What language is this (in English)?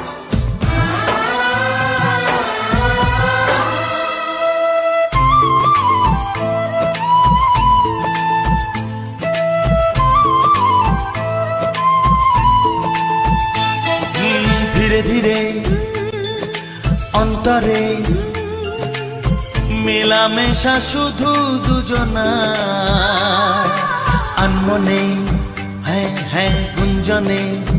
Bangla